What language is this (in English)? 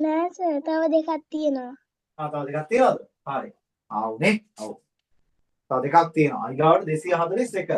Sinhala